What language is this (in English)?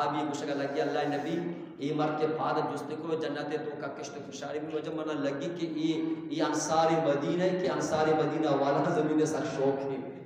Eastern Balochi